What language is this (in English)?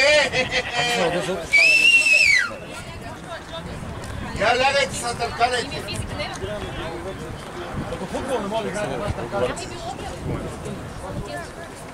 Bulgarian